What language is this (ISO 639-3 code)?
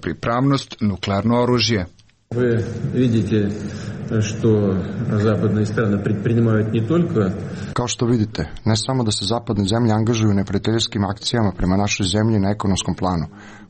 srp